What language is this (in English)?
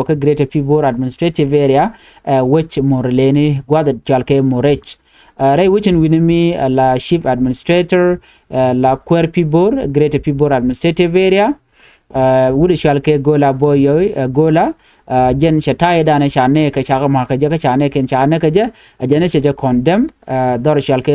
Nuer